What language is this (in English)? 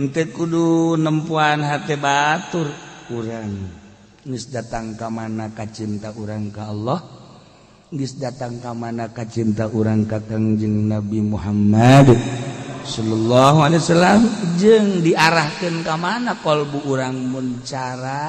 Sundanese